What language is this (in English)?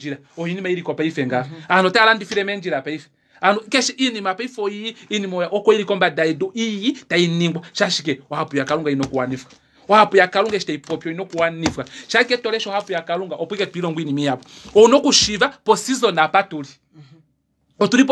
Kuanyama